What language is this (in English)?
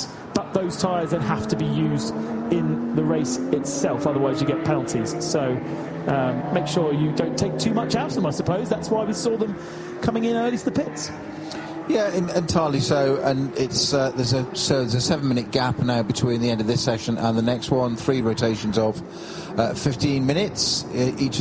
English